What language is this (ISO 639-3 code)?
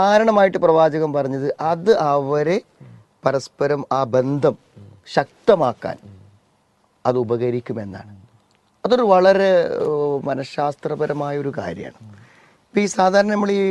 mal